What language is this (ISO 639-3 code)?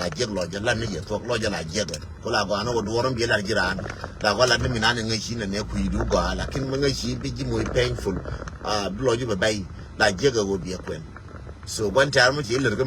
nus